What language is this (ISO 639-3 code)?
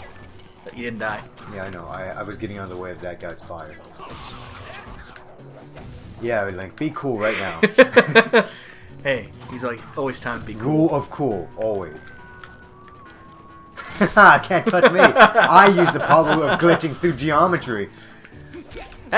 eng